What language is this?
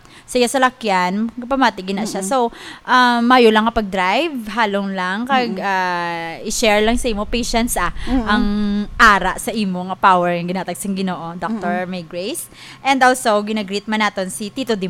Hiligaynon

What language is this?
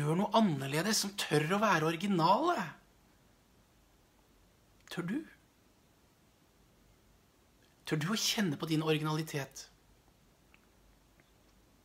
Norwegian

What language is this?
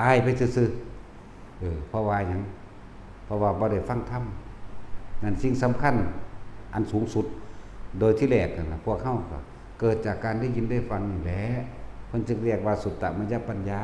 Northeastern Thai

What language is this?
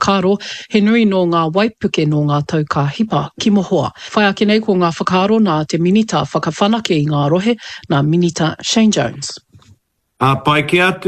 Māori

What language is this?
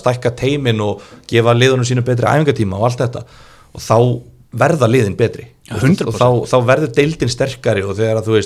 Icelandic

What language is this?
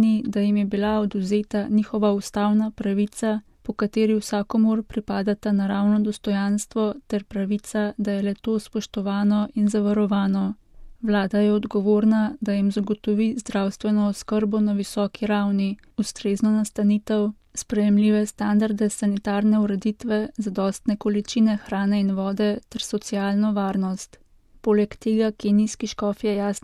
Slovenian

